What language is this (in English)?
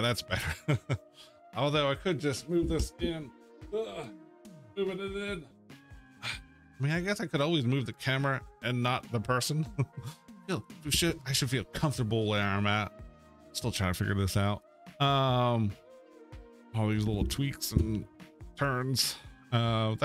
English